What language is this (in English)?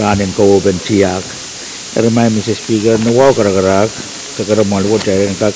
Pohnpeian